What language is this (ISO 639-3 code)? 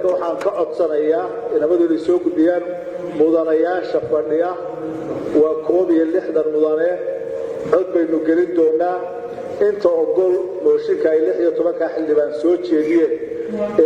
som